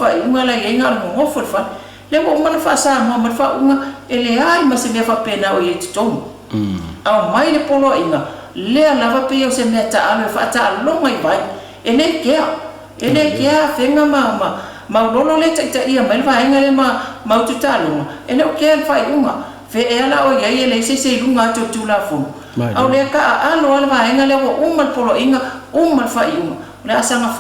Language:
Samoan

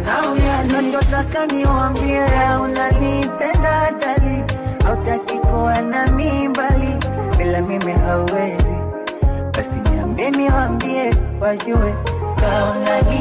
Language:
Swahili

